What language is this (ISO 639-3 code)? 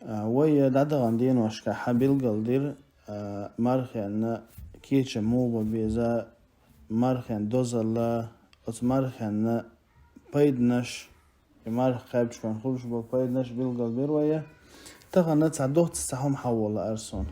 che